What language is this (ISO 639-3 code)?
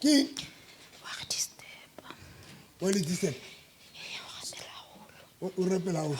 sot